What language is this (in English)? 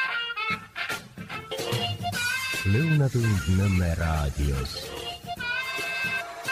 Estonian